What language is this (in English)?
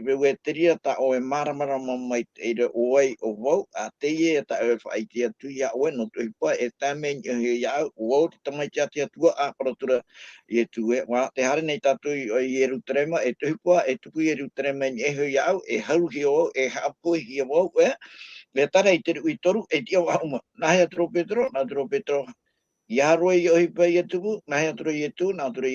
Tahitian